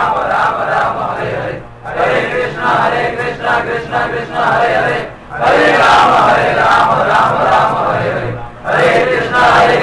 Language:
Odia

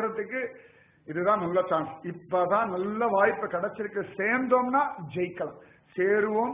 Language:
Tamil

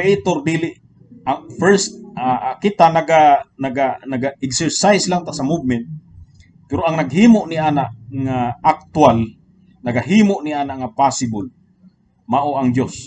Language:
Cebuano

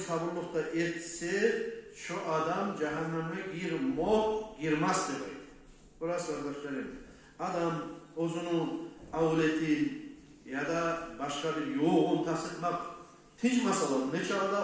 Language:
Kumyk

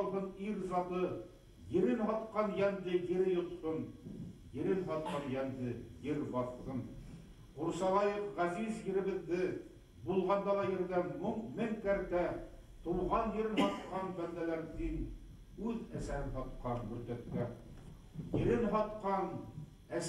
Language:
Bashkir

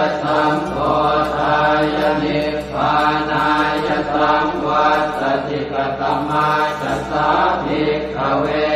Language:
Pali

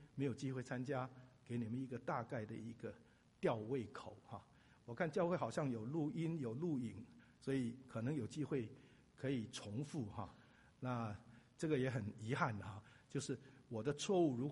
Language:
Chinese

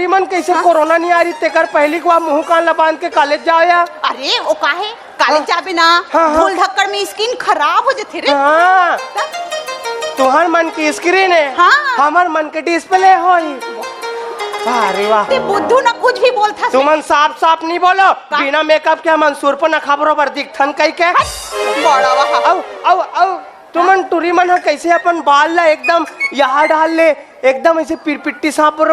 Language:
Chhattisgarhi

